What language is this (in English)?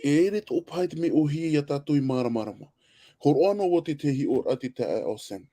Tahitian